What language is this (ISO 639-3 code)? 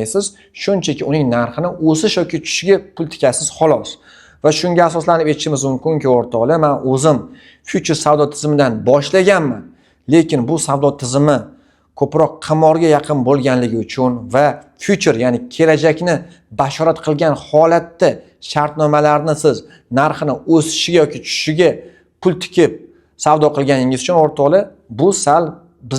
uzb